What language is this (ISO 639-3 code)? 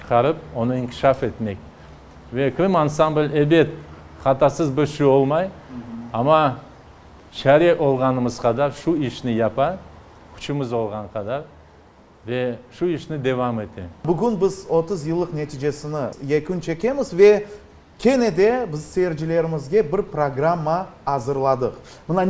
crh